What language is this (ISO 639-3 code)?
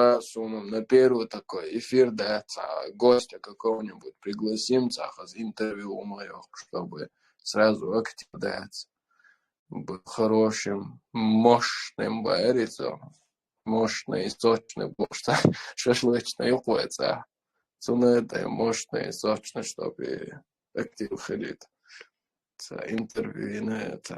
che